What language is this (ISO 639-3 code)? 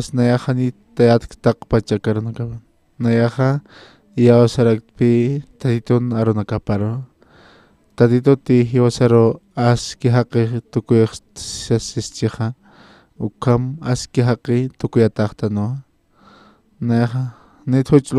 aym